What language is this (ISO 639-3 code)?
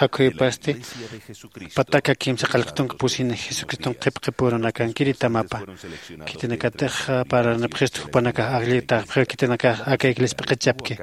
aym